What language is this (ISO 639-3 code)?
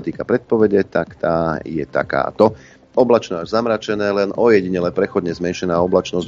slk